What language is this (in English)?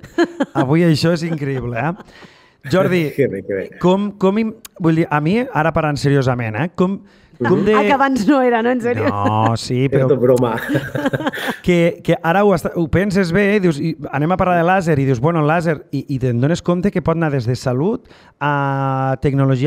Catalan